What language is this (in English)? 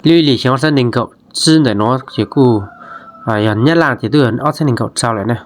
Hmong